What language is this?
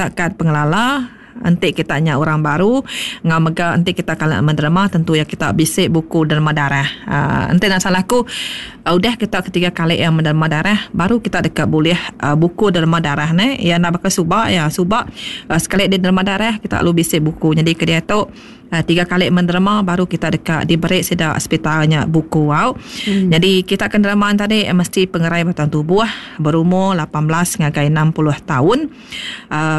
Iban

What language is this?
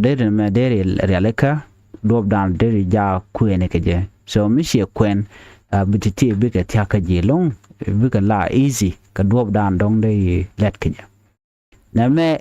Nuer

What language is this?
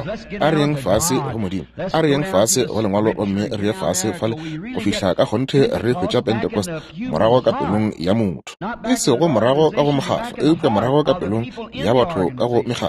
Northern Sotho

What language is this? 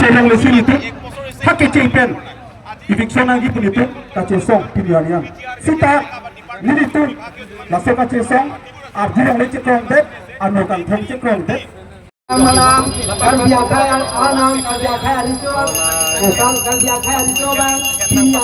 Karbi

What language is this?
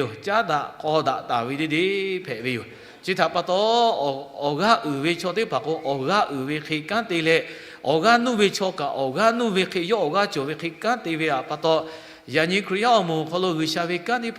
Lahu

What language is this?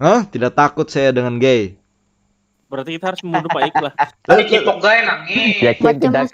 Banjar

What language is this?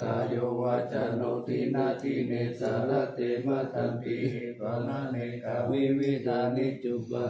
Pali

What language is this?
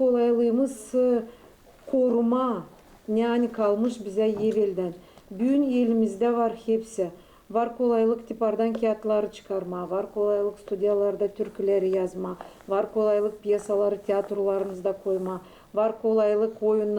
Gagauz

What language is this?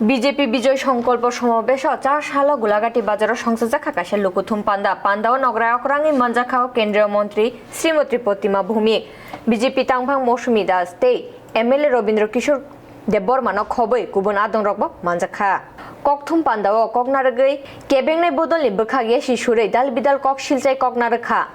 Kok Borok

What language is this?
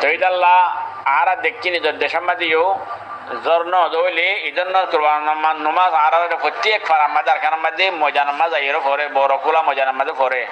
Rohingya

